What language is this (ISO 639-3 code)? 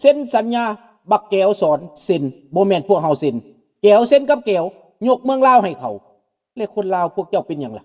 lao